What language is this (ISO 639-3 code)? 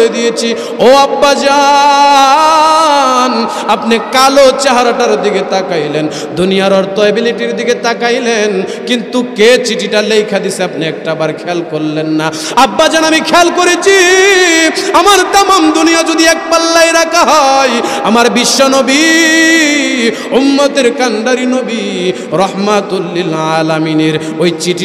ben